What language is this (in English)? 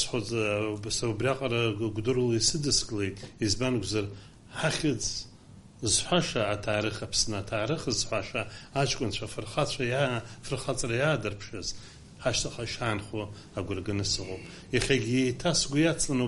Abkhazian